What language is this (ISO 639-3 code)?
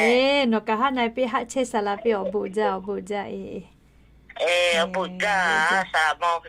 lhu